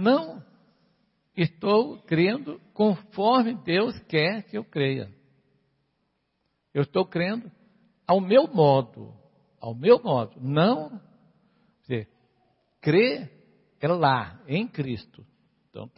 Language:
Portuguese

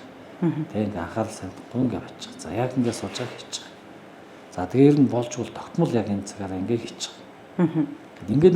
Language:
Mongolian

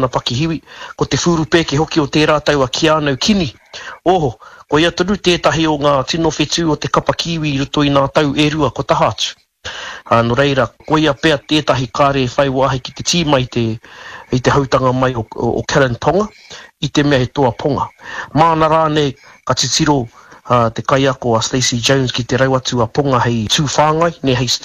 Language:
Māori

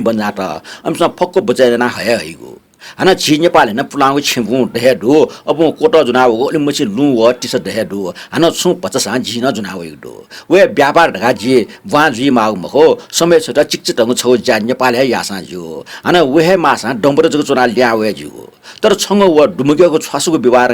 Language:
Newari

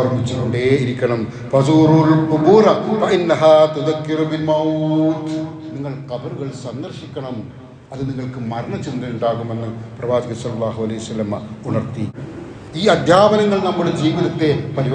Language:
Malayalam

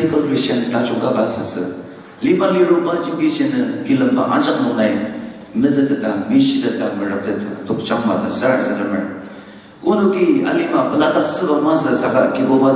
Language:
Ao Naga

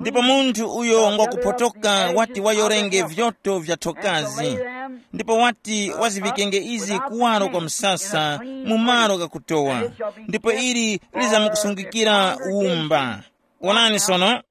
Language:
Tumbuka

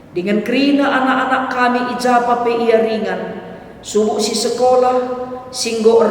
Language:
Batak Karo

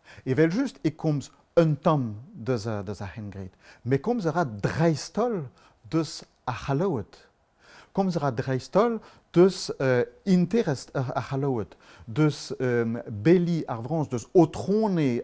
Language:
Breton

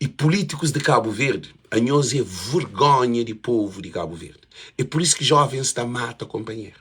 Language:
Kabuverdianu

